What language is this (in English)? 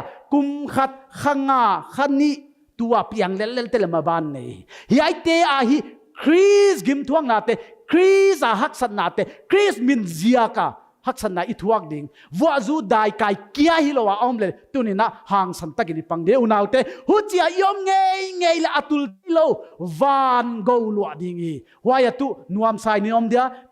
Paite Chin